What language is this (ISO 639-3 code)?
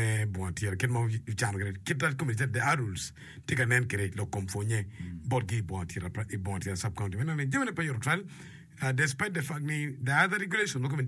ach